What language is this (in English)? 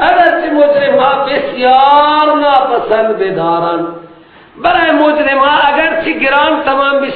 Persian